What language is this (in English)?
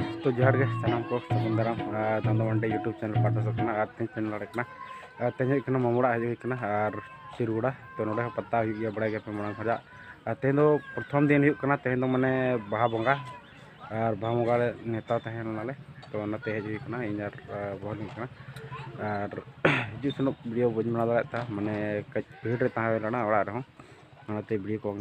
Santali